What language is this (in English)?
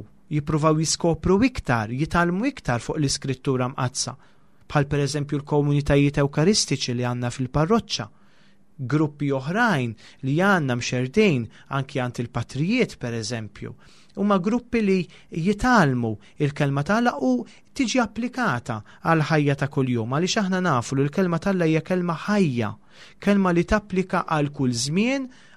Maltese